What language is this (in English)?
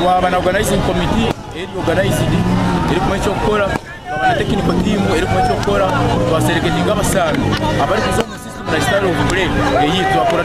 Nyankole